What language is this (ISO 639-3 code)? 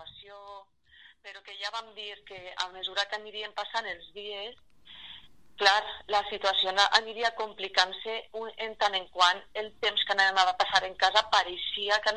cat